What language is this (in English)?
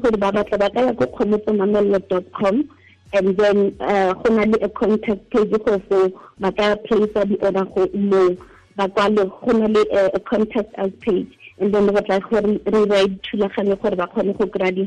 Tswana